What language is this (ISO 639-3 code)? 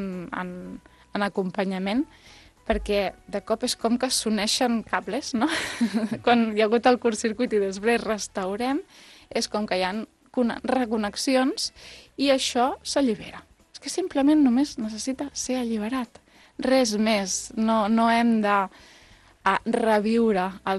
cat